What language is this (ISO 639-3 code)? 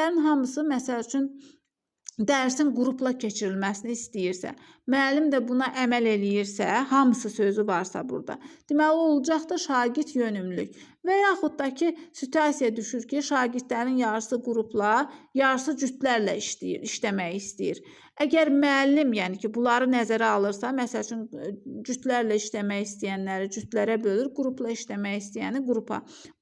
aze